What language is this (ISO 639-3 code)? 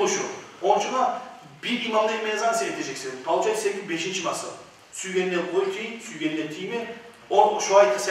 kum